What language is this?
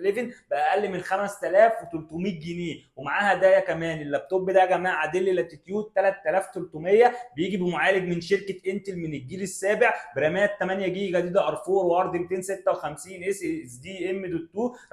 Egyptian Arabic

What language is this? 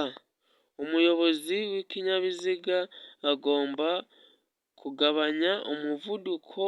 Kinyarwanda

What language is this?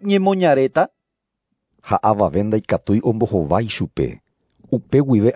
Guarani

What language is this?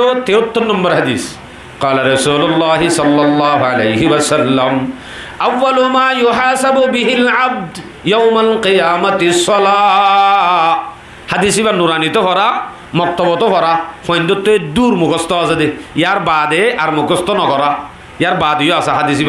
Rohingya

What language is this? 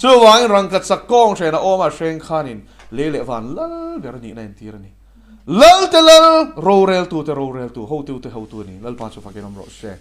Mizo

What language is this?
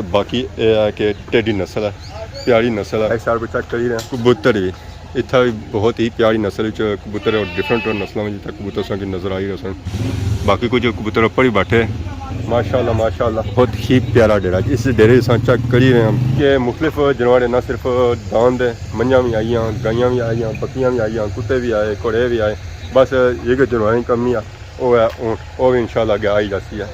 Pahari-Potwari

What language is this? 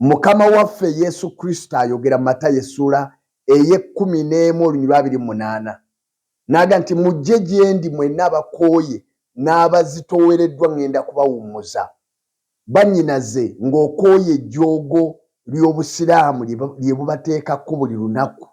Ganda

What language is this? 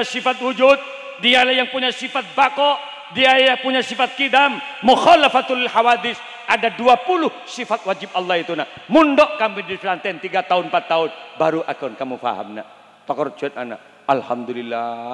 Madurese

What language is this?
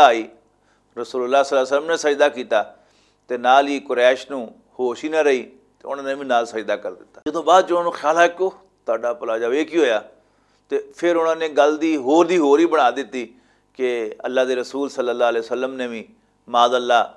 Western Panjabi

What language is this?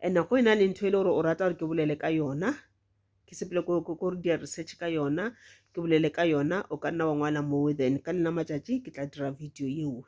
Northern Sotho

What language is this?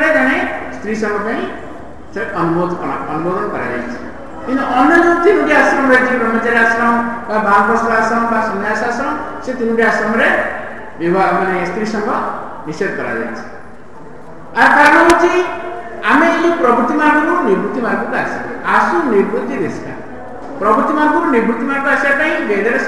Odia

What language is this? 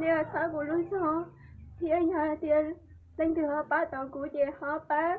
Hmong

